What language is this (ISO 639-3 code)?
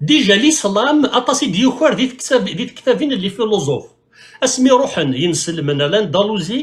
kab